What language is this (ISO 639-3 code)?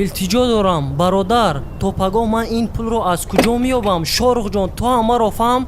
tgk